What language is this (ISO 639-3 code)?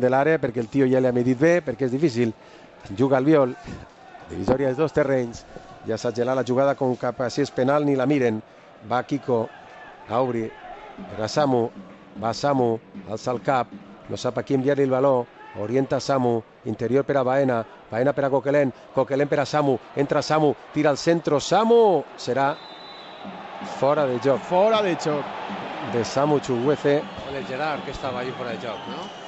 cat